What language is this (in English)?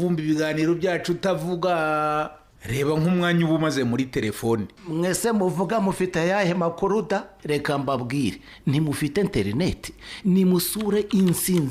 Kinyarwanda